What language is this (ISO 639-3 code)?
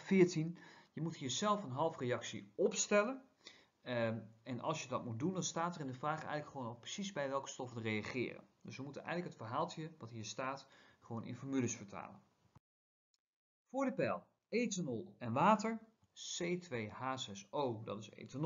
nld